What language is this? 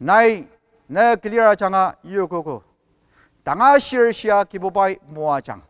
Ao Naga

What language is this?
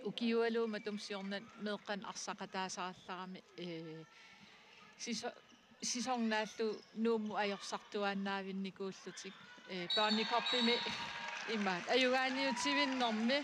Kalaallisut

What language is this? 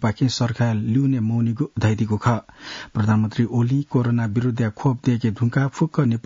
Newari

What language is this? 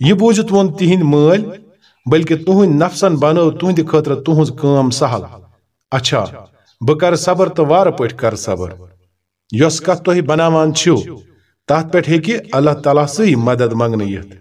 Kashmiri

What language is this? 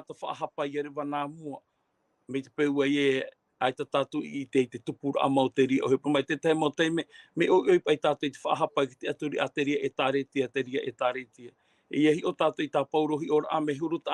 Tahitian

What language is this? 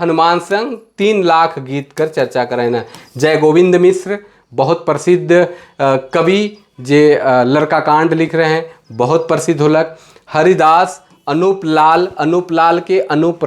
Sadri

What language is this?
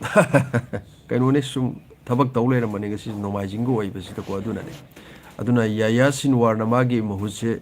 Manipuri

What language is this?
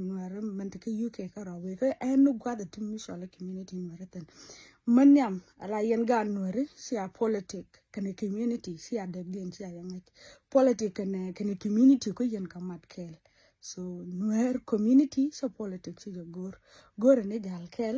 Nuer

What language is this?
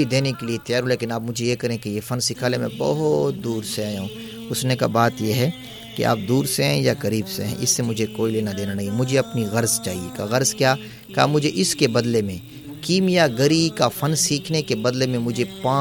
Urdu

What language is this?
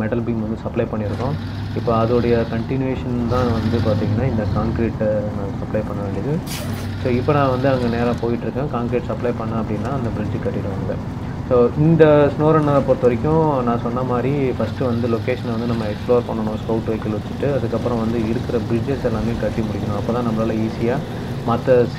Tamil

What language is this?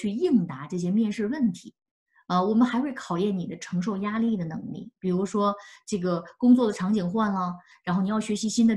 Chinese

